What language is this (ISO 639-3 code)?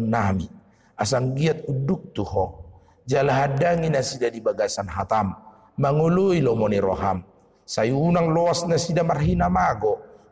bbc